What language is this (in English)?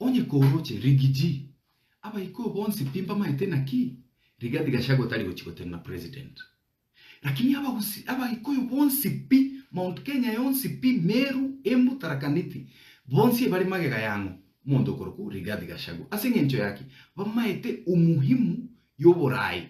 Gusii